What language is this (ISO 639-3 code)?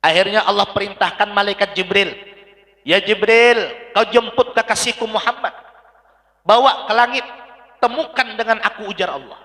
bjn